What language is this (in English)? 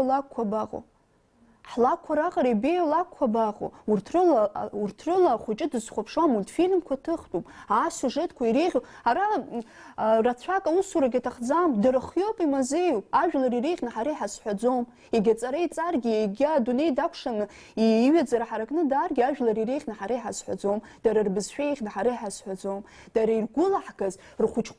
Abkhazian